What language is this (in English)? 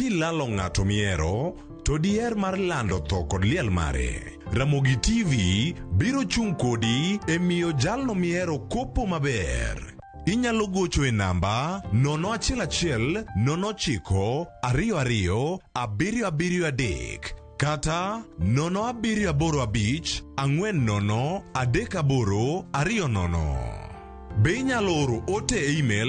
Luo (Kenya and Tanzania)